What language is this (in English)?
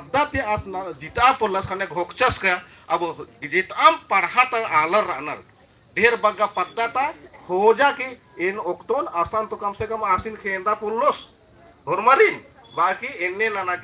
Kurukh